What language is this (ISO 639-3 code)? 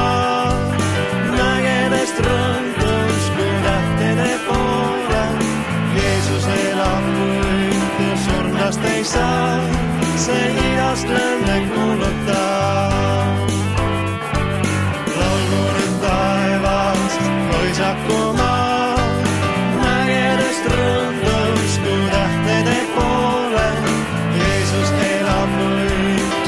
est